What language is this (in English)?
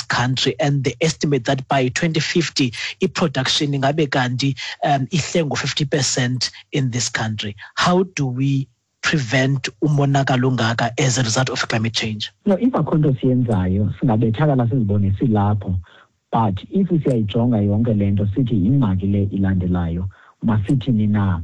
Xhosa